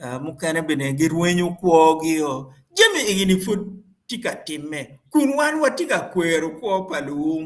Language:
Acoli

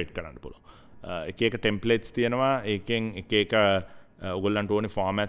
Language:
Sinhala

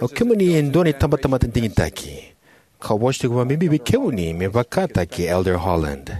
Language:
Fijian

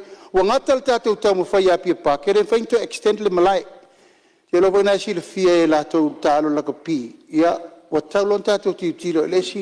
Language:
Samoan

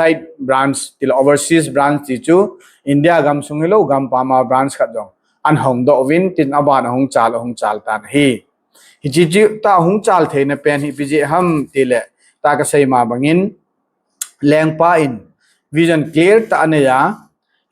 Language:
Thado Chin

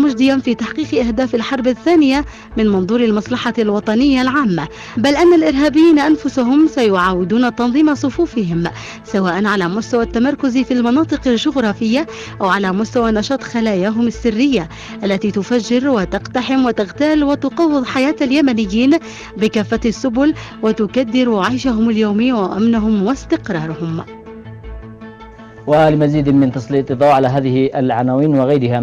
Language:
Arabic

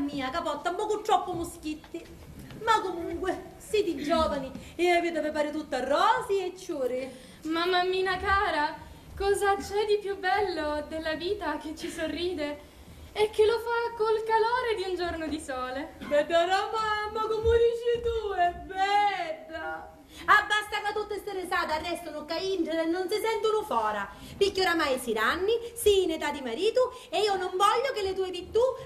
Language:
Sicilian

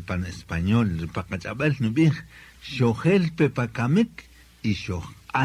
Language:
Kaqchikel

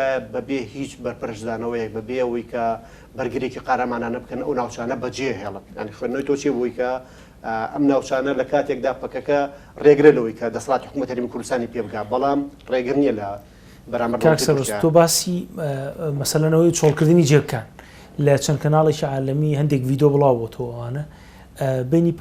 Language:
Central Kurdish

